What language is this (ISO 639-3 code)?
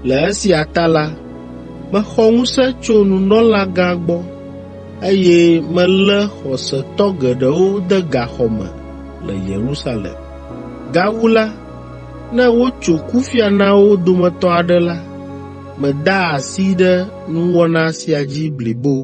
ewe